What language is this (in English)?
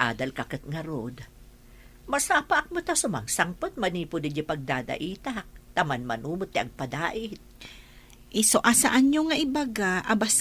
Iloko